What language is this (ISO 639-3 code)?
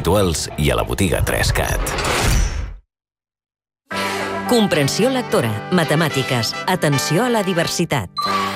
cat